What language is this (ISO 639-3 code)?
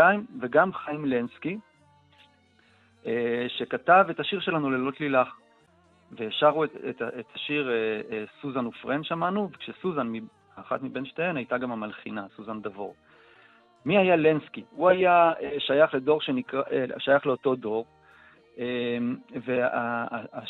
heb